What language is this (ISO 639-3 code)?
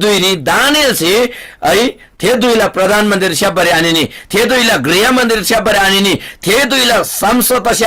taj